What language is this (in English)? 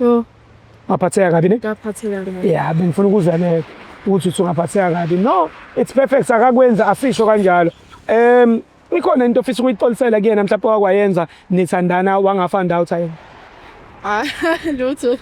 Zulu